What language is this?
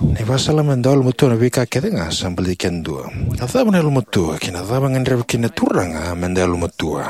Fijian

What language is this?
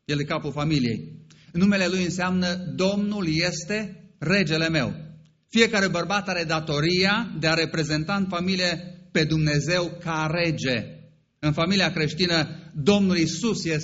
Romanian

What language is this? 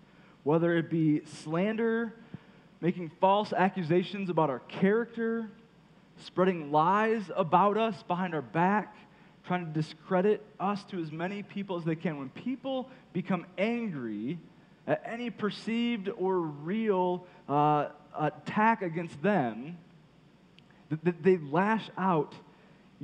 English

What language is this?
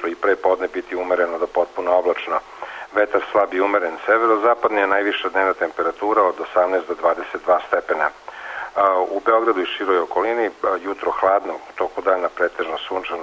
Serbian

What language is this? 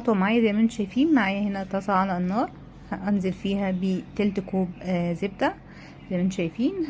Egyptian Arabic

